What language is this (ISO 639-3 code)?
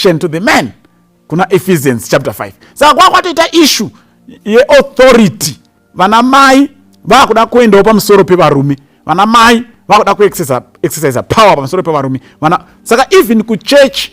sna